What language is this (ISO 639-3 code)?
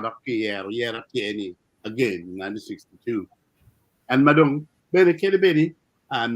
ach